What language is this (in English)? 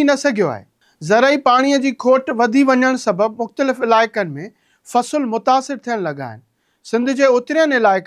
Sindhi